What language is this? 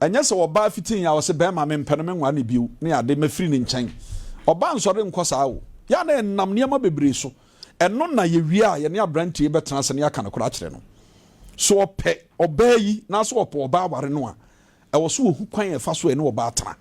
Akan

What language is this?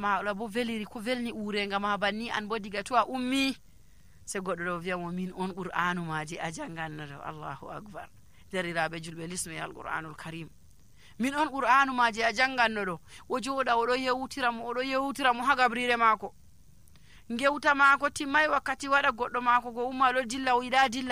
Nigerian Fulfulde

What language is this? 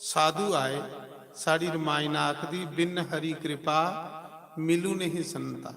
Dogri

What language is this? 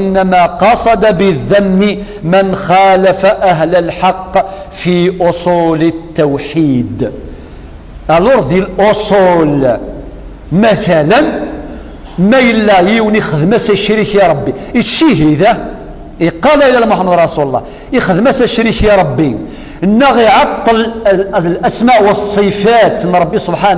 Kabyle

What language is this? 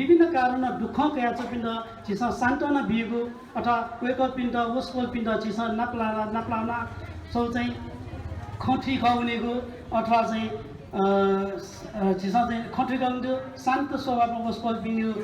Newari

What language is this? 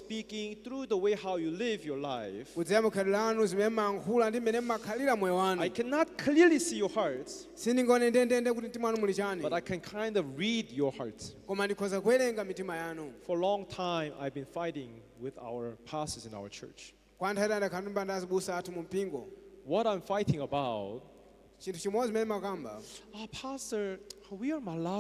Nyanja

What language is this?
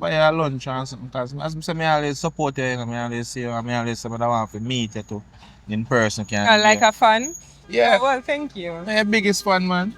Jamaican Creole English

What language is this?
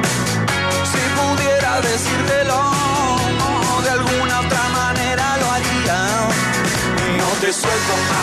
Spanish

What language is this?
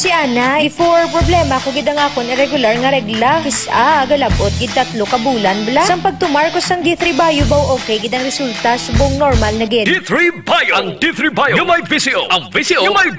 Hiligaynon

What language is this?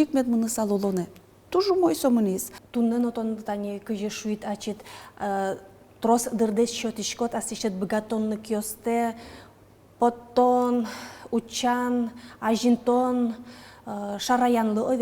Udmurt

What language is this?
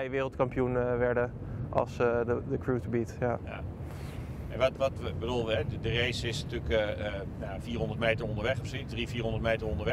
Dutch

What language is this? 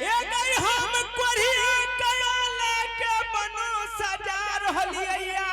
Angika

